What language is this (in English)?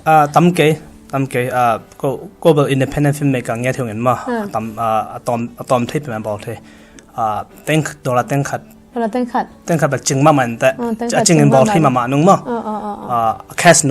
Tedim Chin